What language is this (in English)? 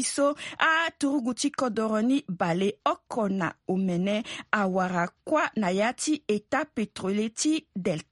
Sango